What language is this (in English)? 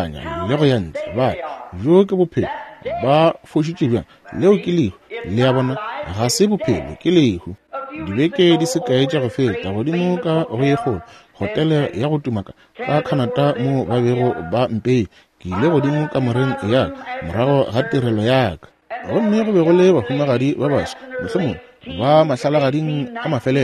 Northern Sotho